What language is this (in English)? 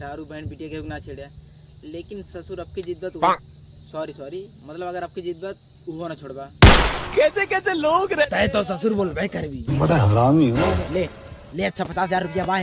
Awadhi